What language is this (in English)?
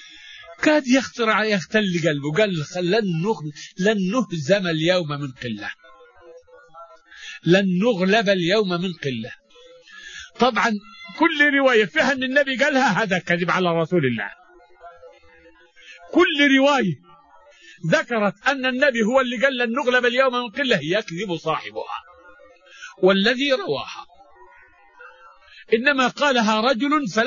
Arabic